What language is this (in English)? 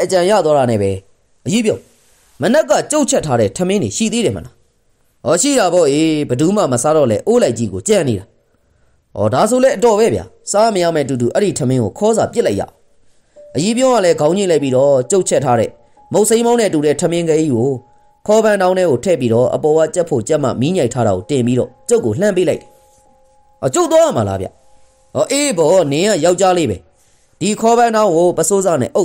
Burmese